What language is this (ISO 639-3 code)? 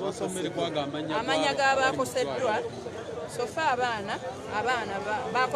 lug